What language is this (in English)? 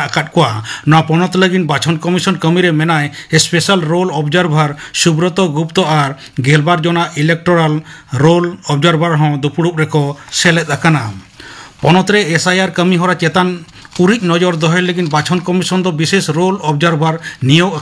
Santali